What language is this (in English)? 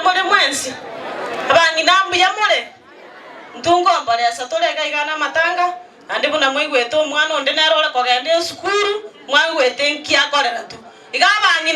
Gusii